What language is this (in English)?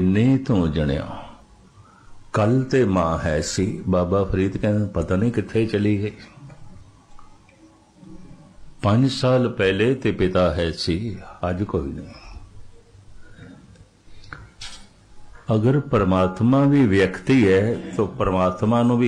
Punjabi